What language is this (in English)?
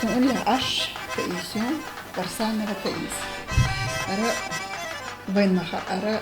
Chechen